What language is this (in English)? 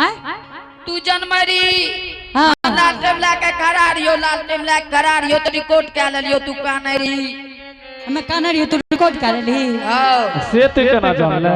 Angika